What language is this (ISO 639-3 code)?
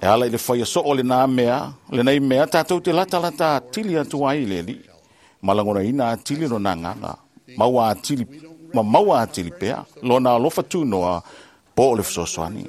smo